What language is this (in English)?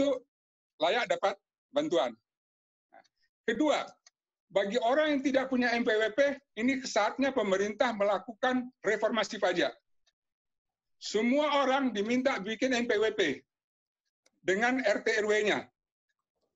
Indonesian